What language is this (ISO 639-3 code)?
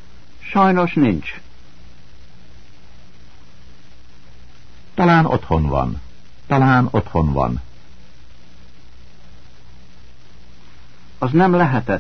hun